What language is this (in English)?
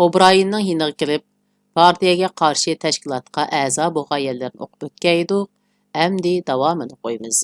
Uyghur